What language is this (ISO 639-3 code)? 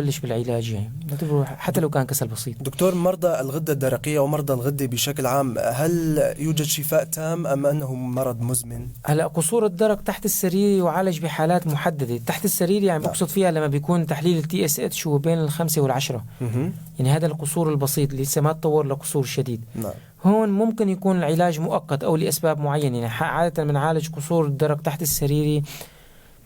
apc